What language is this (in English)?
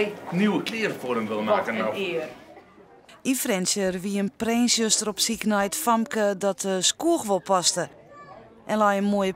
Western Frisian